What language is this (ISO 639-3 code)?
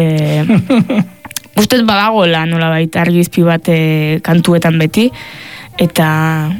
eus